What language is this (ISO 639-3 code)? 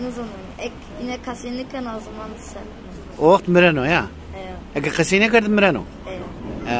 zza